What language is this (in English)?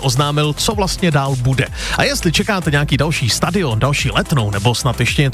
Czech